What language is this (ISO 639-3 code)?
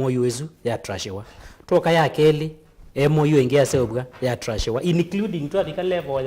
kam